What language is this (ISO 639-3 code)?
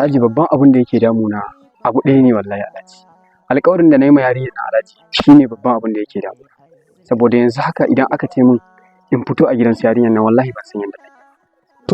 hau